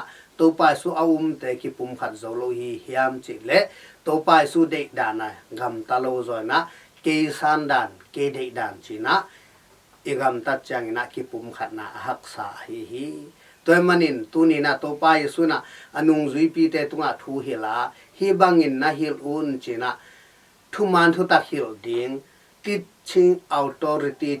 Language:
Tedim Chin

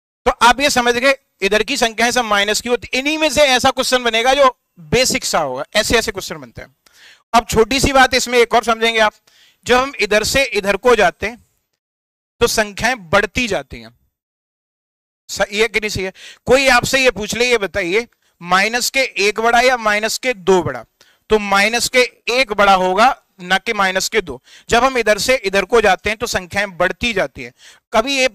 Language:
Hindi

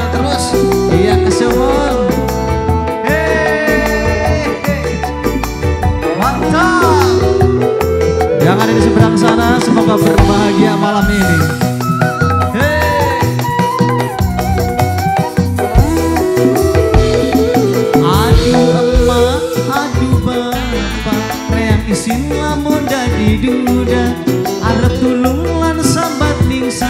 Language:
Javanese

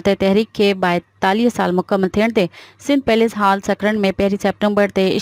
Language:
Sindhi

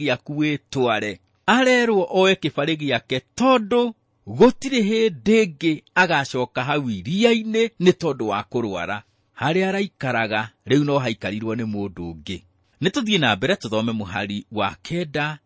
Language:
Kikuyu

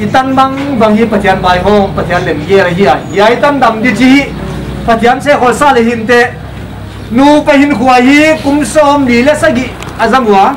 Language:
Paite Chin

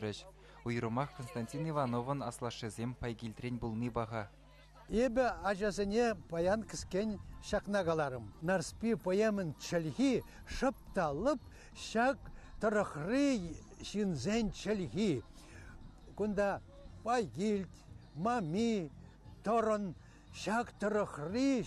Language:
Chuvash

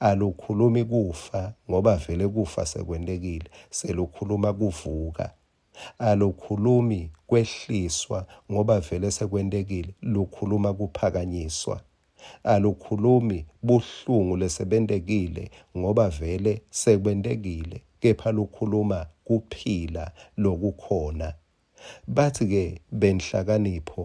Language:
Swati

